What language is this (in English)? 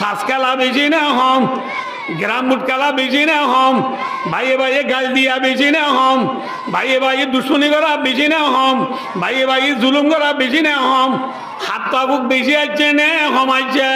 Rohingya